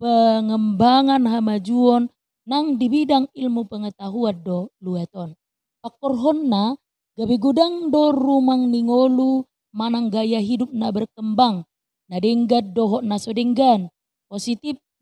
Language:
Batak Toba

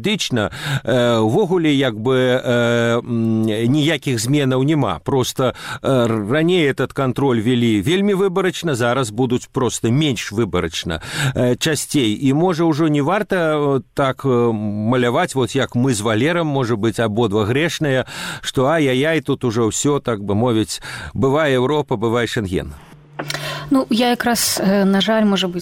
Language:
Belarusian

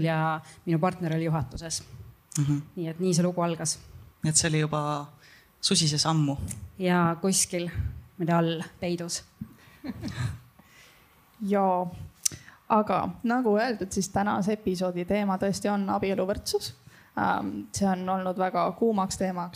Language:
Estonian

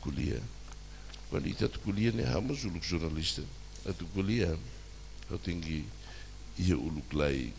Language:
Tetum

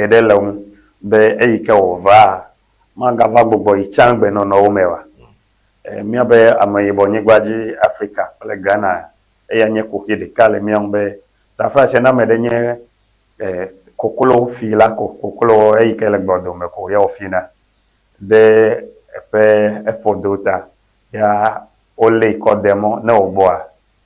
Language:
Ewe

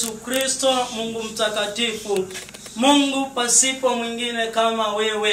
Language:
Swahili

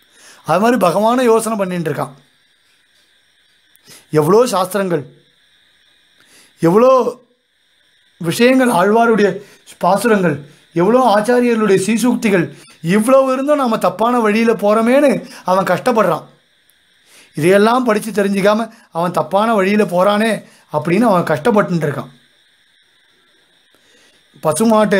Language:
Tamil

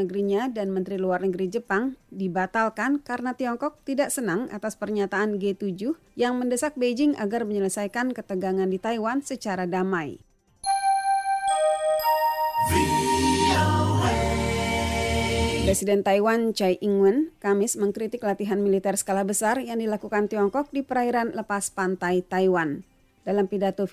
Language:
Indonesian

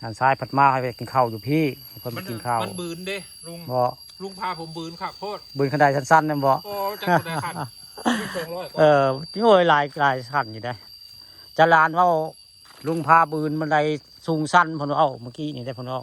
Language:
Northeastern Thai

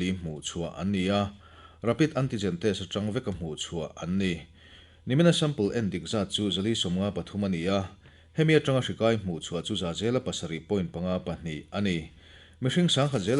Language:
Mizo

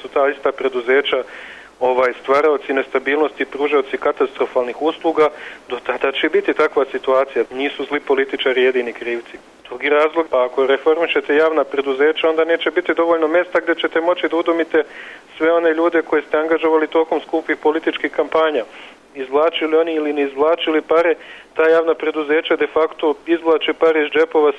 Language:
Serbian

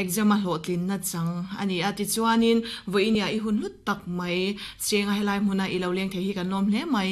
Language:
Mizo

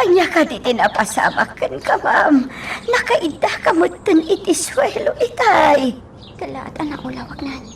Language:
Iloko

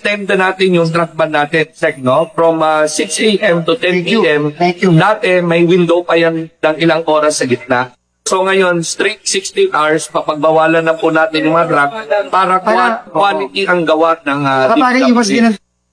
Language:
Filipino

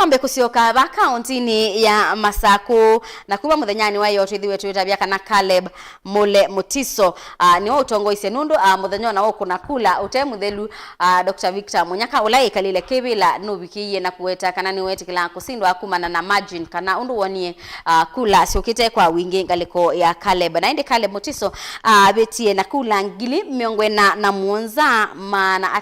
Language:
Kamba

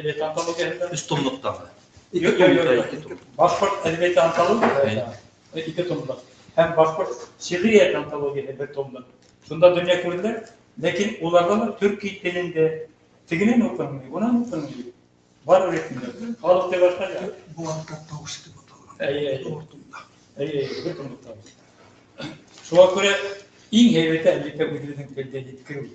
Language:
Bashkir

